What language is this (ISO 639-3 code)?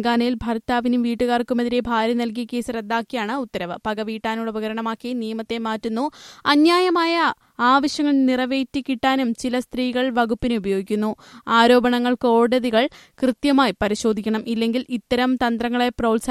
mal